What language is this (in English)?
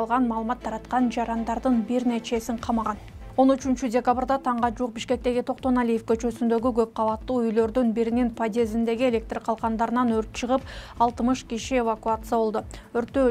Kyrgyz